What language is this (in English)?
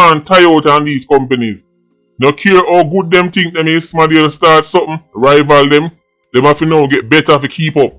Jamaican Creole English